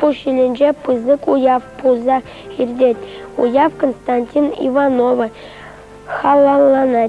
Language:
Chuvash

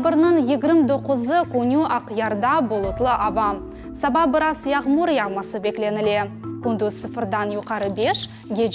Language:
Crimean Tatar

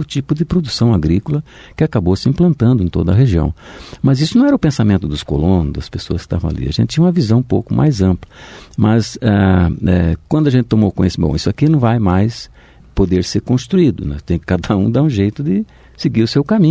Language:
Portuguese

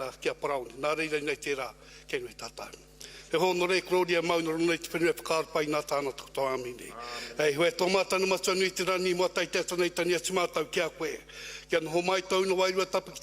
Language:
Māori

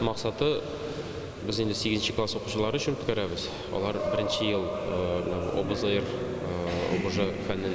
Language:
Tatar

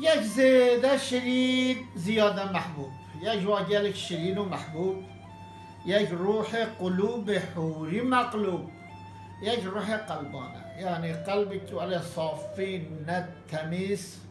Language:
Kurdish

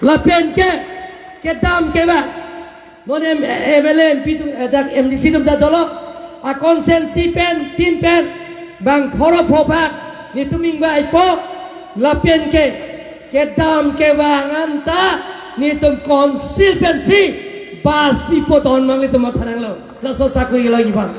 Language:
Karbi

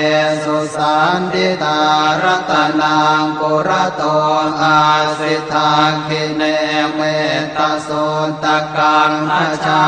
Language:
Pali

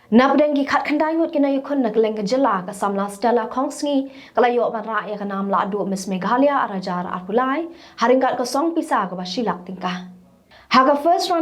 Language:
Khasi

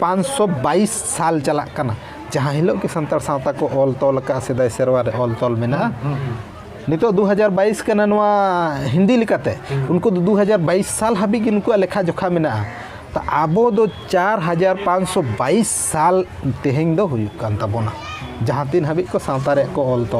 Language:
Santali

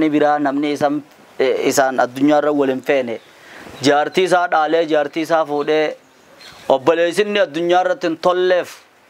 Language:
Oromo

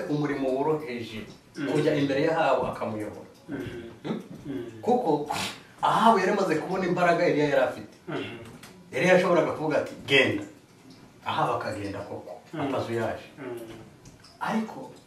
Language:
Kinyarwanda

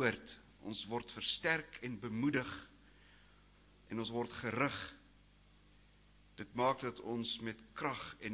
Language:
Afrikaans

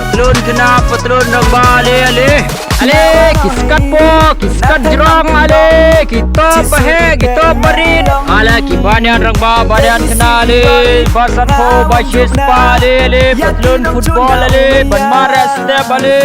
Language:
Khasi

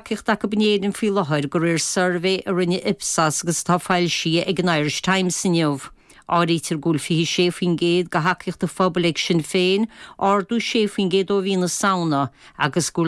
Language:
Irish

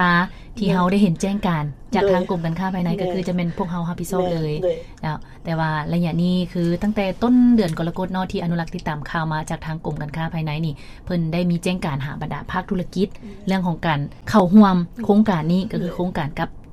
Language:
Lao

